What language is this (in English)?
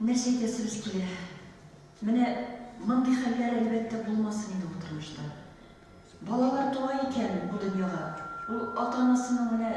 Tatar